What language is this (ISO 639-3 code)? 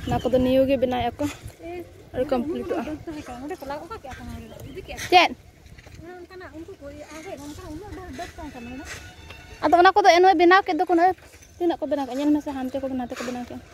sat